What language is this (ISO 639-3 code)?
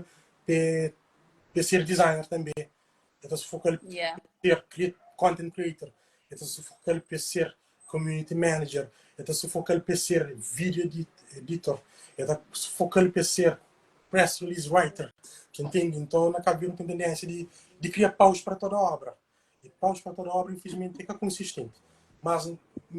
kea